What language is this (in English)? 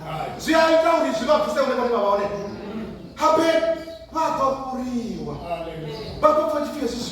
Venda